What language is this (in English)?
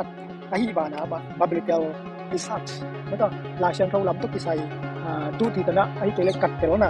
Tedim Chin